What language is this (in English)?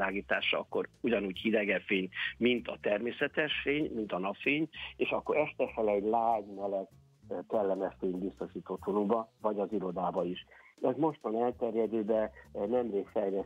Hungarian